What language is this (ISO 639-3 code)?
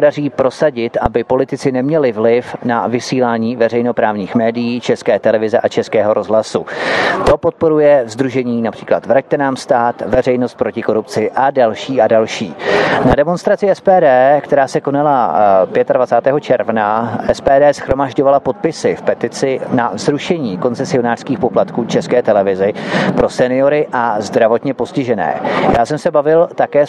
ces